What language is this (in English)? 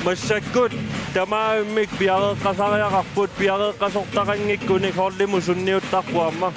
Kalaallisut